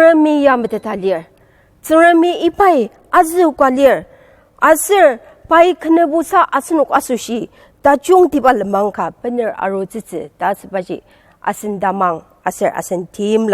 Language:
Ao Naga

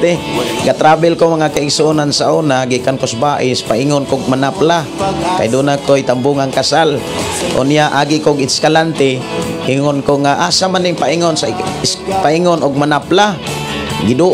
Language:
Cebuano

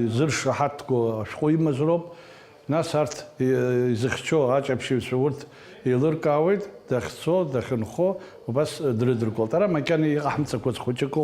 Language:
Abkhazian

